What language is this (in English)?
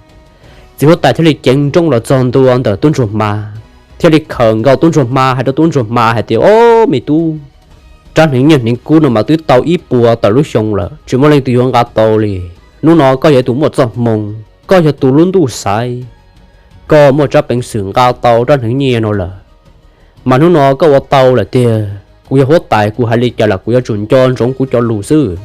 Hmong